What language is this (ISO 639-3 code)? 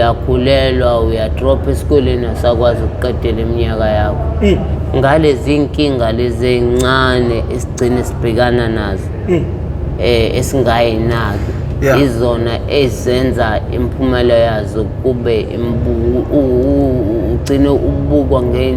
zul